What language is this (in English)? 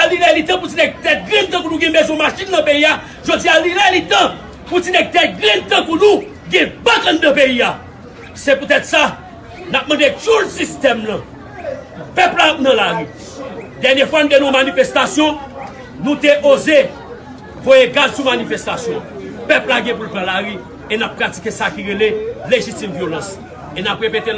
Haitian Creole